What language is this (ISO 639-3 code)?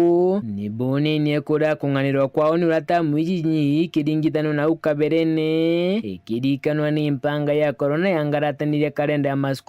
mer